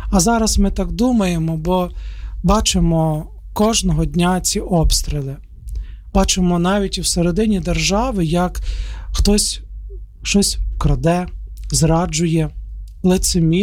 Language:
Ukrainian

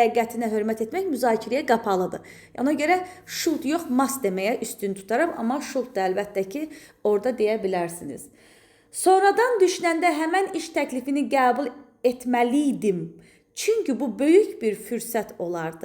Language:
Azerbaijani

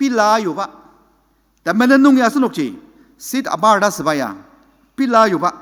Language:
Ao Naga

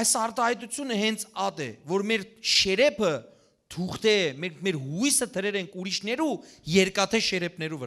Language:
Western Armenian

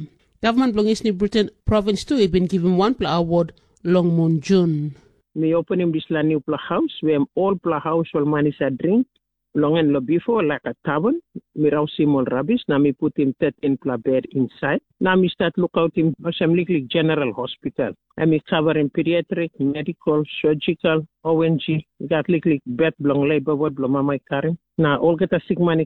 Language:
Tok Pisin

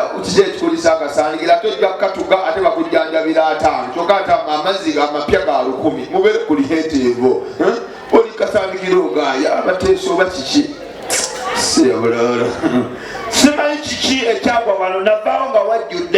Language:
Ganda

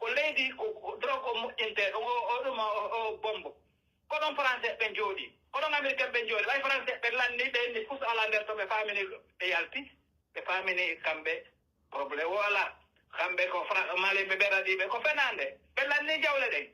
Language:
Pular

